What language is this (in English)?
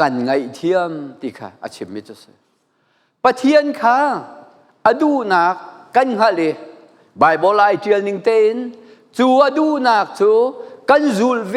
Hakha Chin